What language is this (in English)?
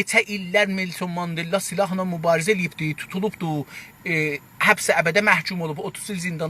South Azerbaijani